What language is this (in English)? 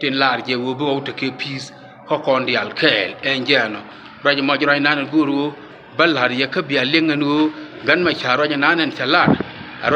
Nuer